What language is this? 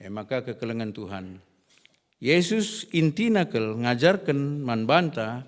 Batak Karo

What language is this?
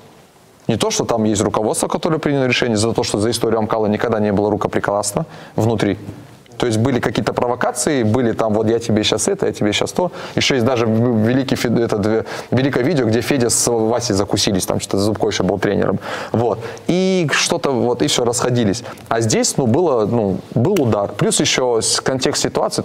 Russian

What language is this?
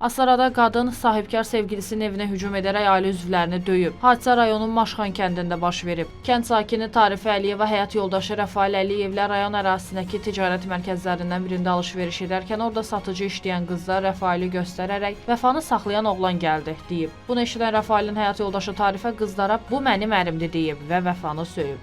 Azerbaijani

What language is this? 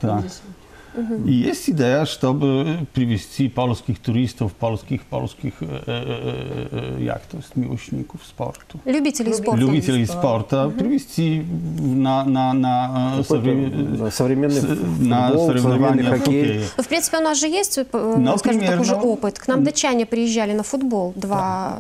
Russian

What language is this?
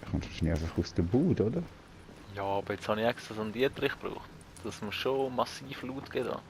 Swiss German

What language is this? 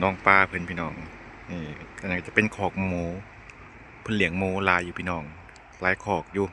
Lao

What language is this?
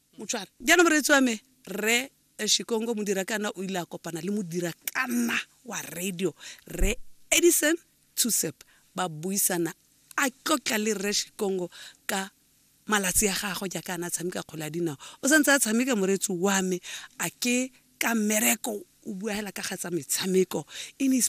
Tswana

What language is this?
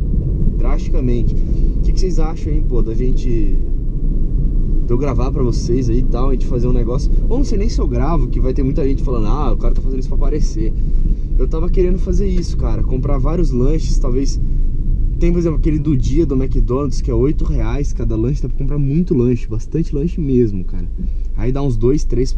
Portuguese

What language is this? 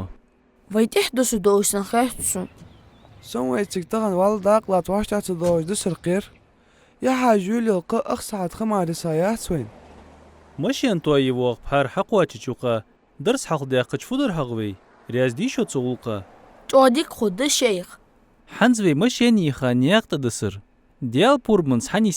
Ingush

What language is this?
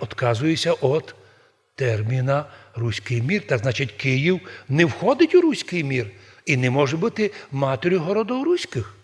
Rusyn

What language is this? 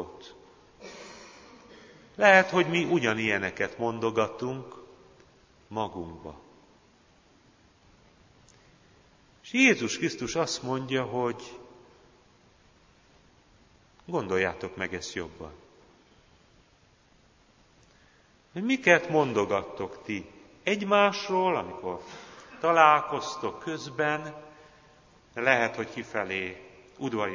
Hungarian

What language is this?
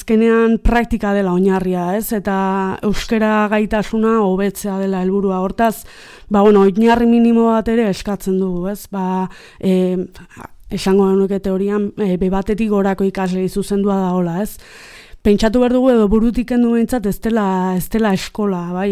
Basque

